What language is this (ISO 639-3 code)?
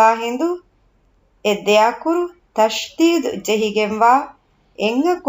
div